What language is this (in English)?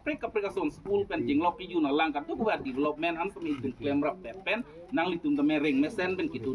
Karbi